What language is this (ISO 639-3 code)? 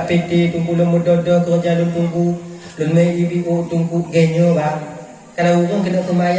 ace